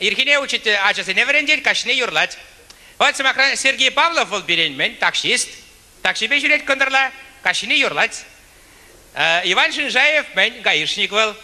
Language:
Chuvash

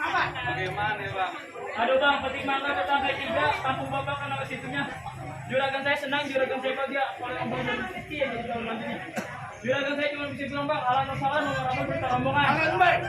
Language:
Betawi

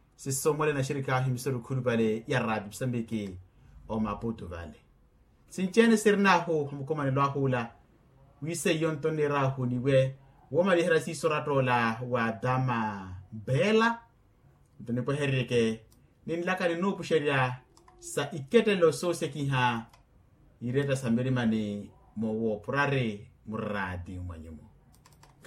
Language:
Makhuwa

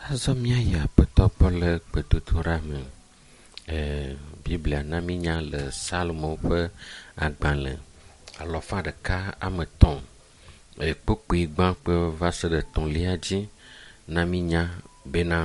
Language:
Ewe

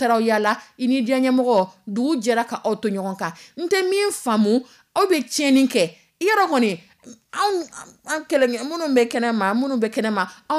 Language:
Dyula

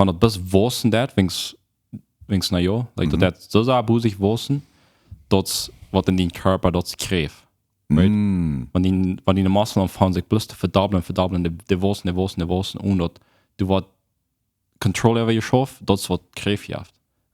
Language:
Plautdietsch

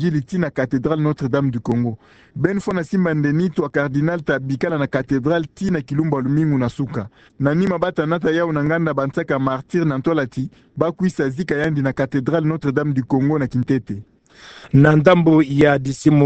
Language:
Kituba (Democratic Republic of Congo)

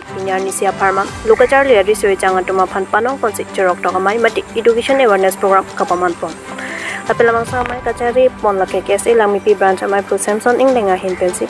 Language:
Karbi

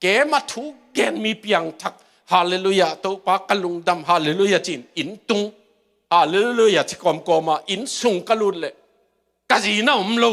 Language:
Tedim Chin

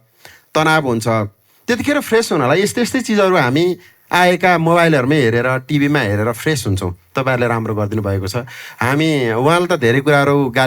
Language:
Nepali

